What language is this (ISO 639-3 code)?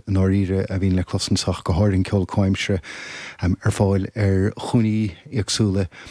gle